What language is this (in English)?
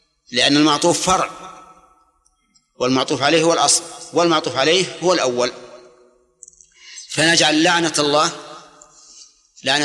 Arabic